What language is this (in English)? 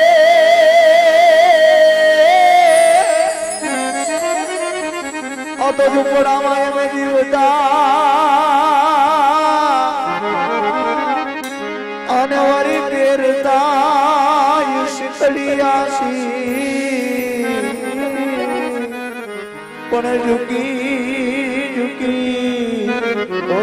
Gujarati